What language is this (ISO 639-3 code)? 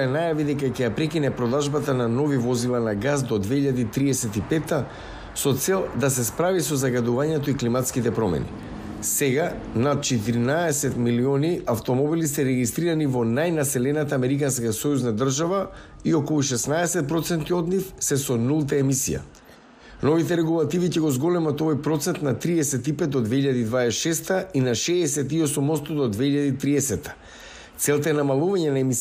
mkd